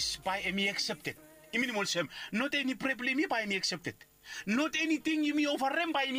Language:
Bislama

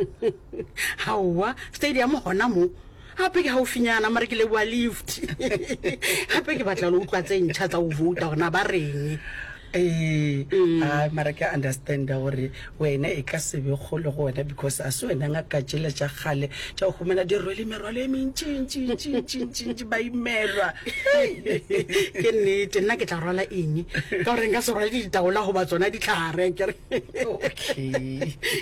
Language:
Northern Sotho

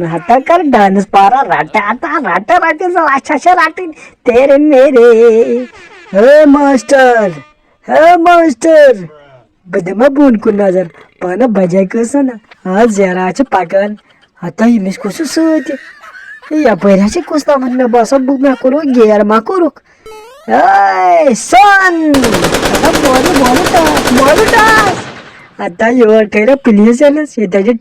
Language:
Kashmiri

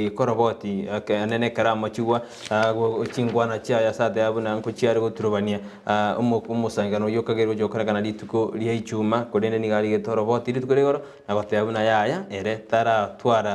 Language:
Gusii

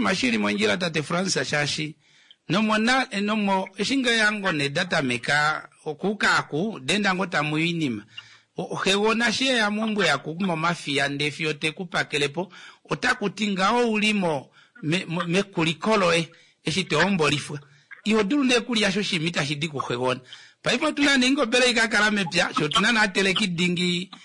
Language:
Kuanyama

